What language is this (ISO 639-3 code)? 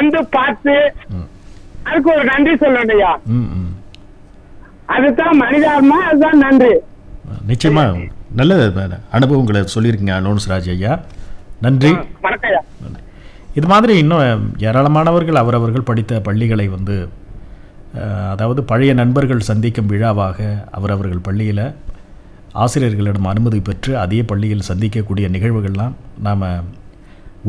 tam